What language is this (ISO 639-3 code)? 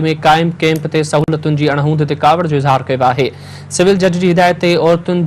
snd